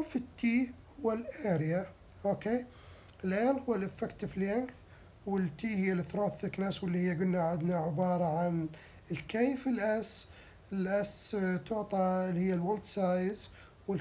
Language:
Mesopotamian Arabic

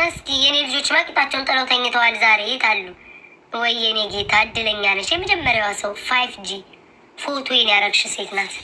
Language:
Amharic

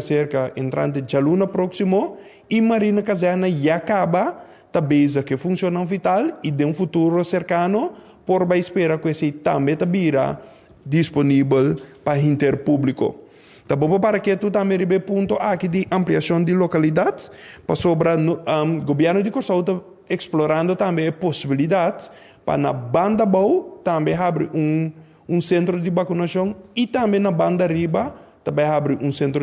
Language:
Papiamento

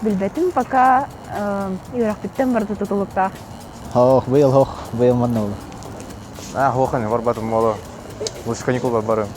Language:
Yakut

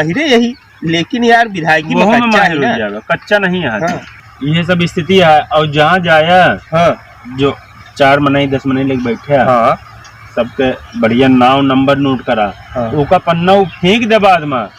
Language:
Awadhi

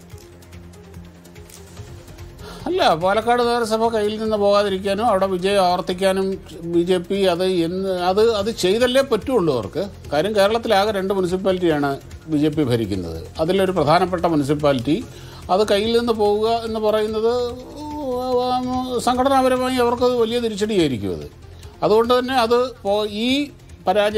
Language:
Malayalam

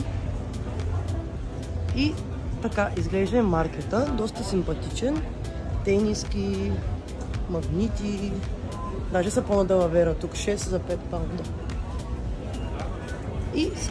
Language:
Bulgarian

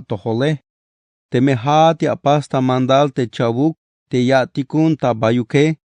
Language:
Tzeltal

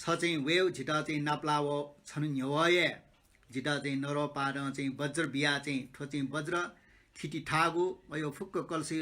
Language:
Newari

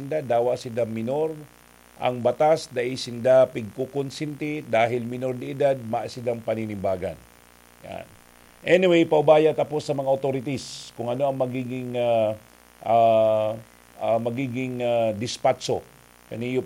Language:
Bikol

